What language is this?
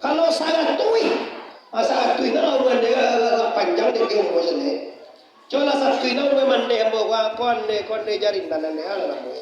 Minangkabau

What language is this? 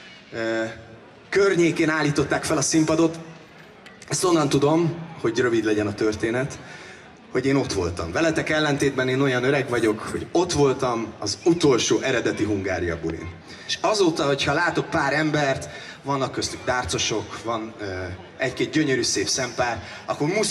Hungarian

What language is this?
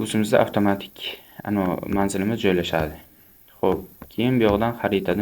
Uzbek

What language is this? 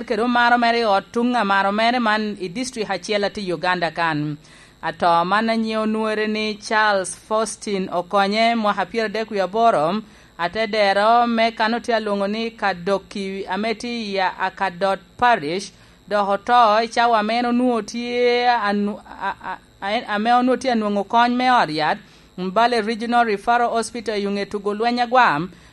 Lango (Uganda)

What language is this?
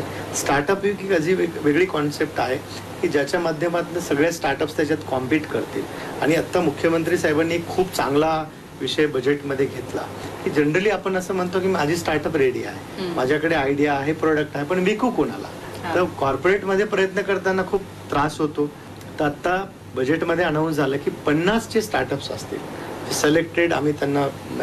Marathi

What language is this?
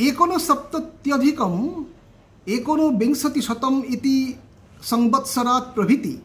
Sanskrit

